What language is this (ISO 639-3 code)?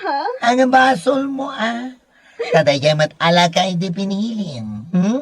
ilo